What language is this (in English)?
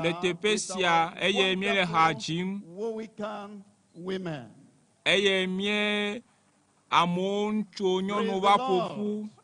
Ewe